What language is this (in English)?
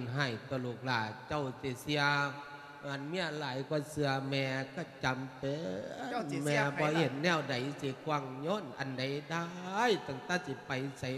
Lao